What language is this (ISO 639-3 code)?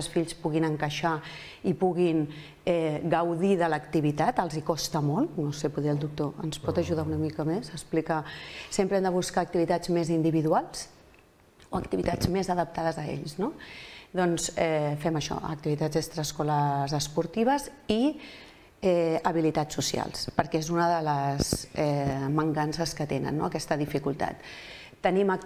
cat